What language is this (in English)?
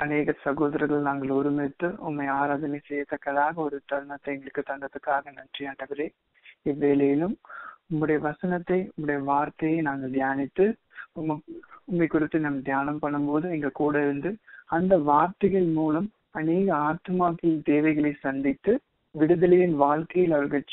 Tamil